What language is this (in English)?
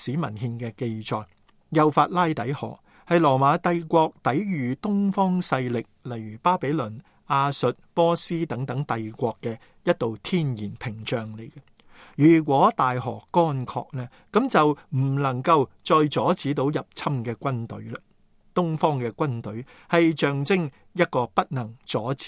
Cantonese